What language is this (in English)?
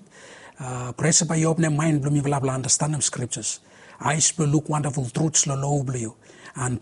Bislama